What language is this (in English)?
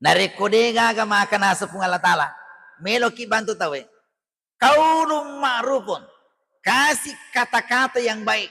Buginese